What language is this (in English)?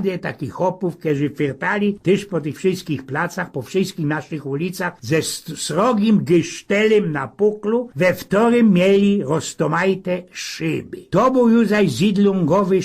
Silesian